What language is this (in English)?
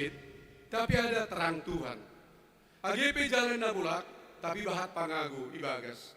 Batak Simalungun